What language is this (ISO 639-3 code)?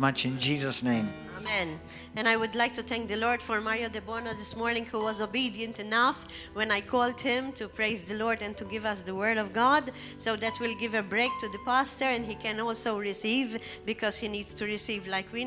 eng